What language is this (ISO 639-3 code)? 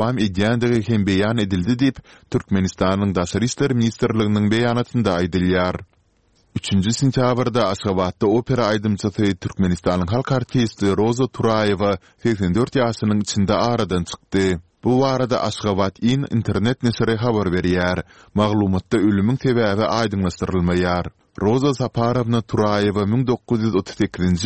tuk